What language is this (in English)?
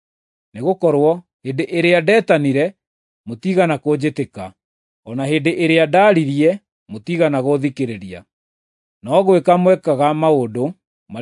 Kikuyu